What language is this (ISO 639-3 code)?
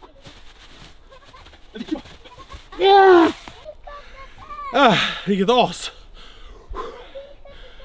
swe